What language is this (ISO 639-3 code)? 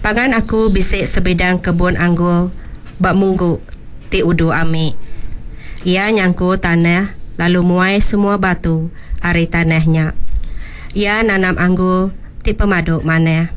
iba